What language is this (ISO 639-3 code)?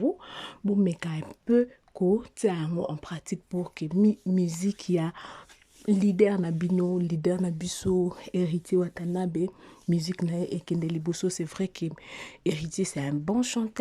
lin